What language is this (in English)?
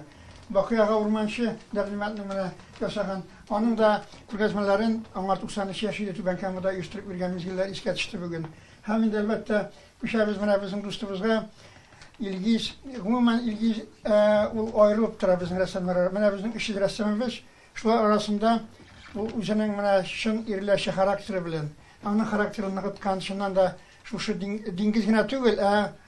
Tatar